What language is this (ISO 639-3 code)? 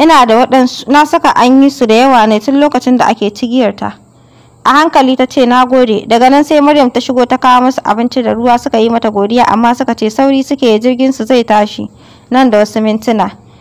hau